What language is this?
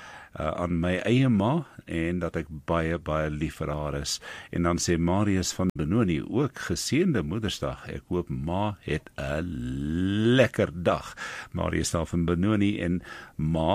Afrikaans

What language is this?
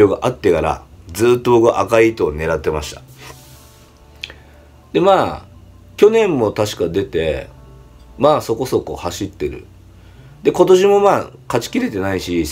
Japanese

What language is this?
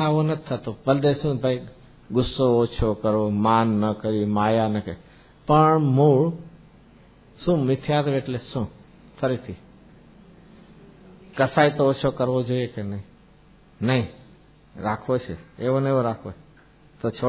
Gujarati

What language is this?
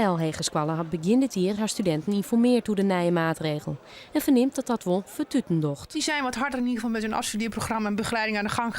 Western Frisian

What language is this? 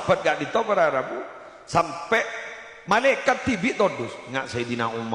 Madurese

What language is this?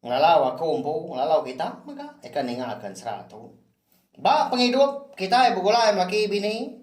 Iban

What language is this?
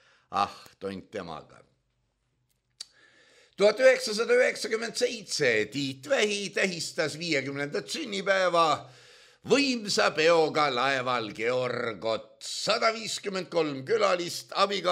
Estonian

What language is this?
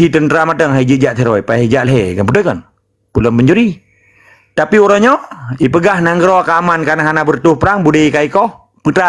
Achinese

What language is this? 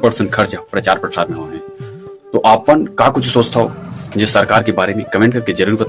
Chhattisgarhi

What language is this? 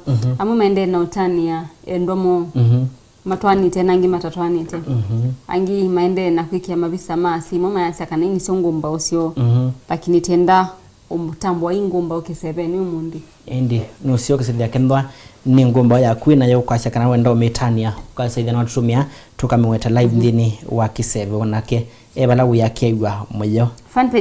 Kamba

